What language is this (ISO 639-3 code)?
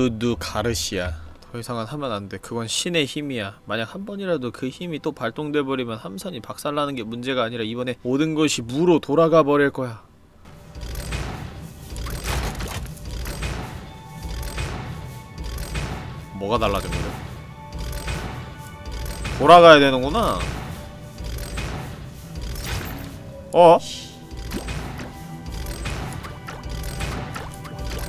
kor